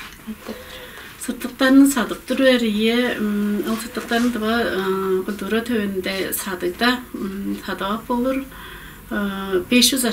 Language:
Tuvinian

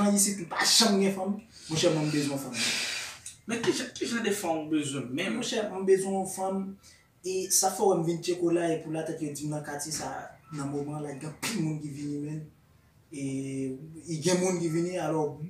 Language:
Haitian Creole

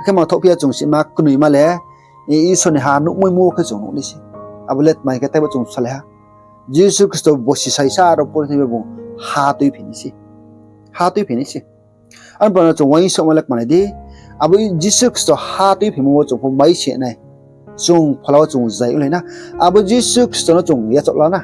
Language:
Riang (India)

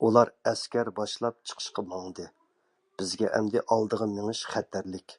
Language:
Uyghur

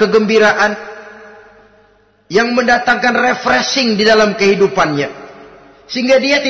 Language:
Indonesian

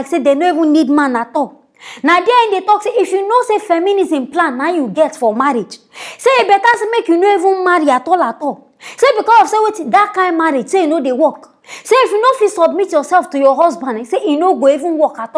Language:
Nigerian Pidgin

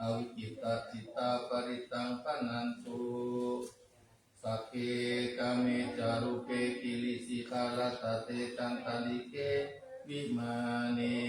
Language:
Pali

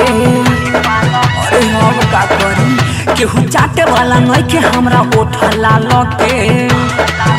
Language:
Bhojpuri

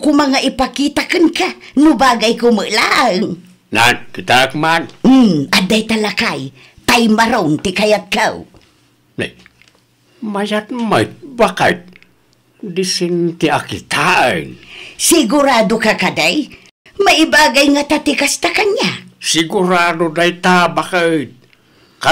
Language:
Iloko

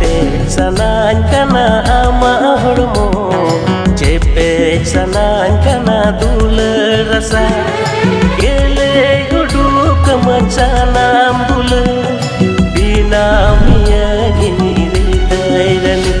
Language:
Santali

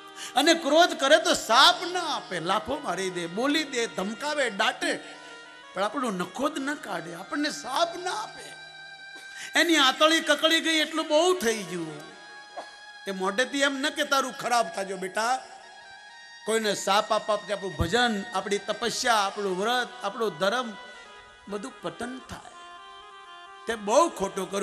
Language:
Gujarati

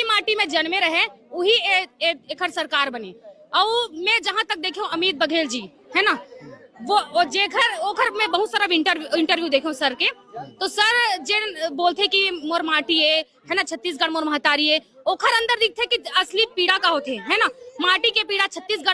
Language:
Chhattisgarhi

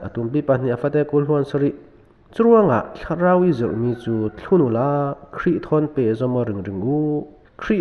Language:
Falam Chin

